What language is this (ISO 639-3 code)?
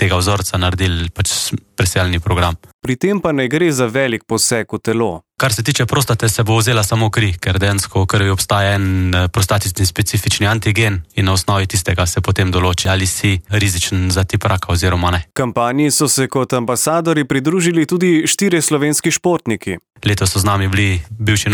slv